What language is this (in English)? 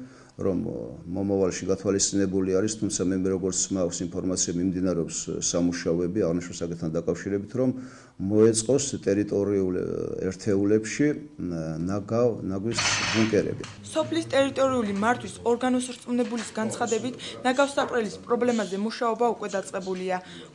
Georgian